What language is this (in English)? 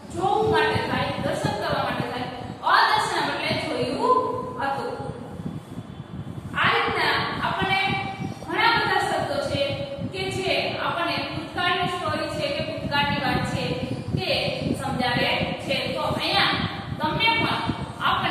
Gujarati